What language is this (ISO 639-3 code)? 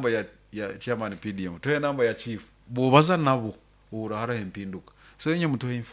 nyo